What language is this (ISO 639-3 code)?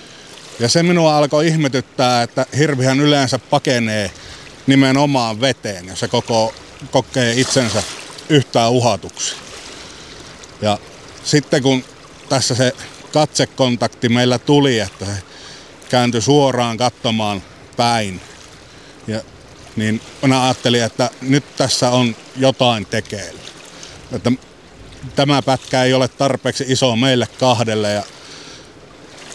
fin